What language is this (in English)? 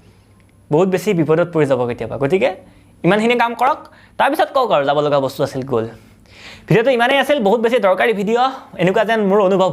Assamese